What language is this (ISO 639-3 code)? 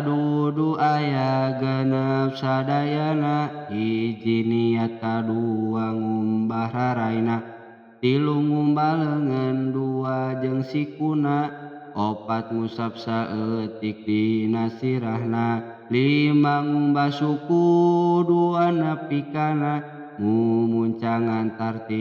sun